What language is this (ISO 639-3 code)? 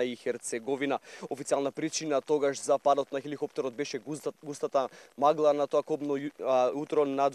mkd